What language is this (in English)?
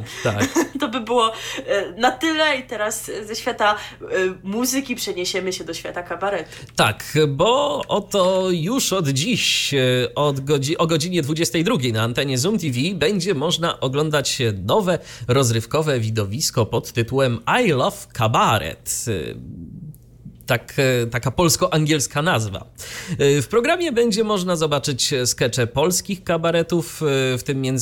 Polish